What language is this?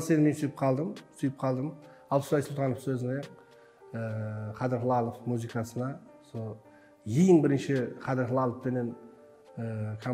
Kara-Kalpak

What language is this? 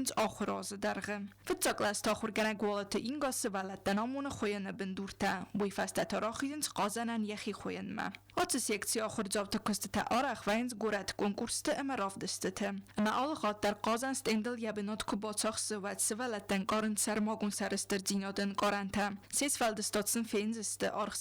Ossetic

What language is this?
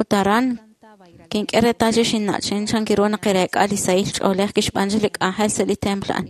Kekchí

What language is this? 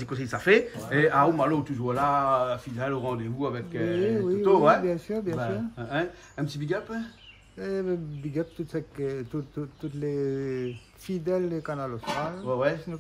Réunion Creole French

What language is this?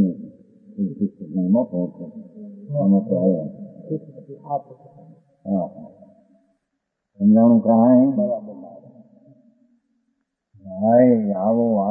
Gujarati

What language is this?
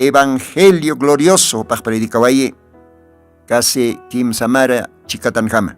Aymara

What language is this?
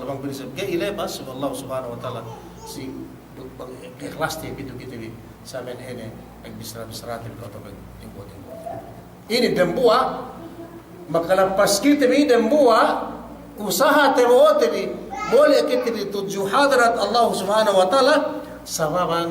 Yakan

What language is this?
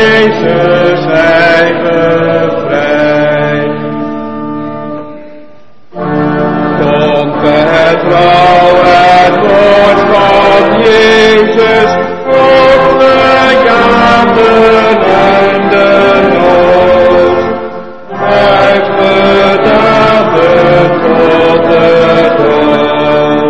Dutch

